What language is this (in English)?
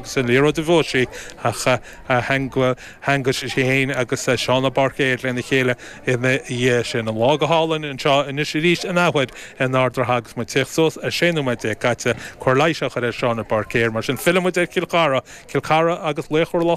Irish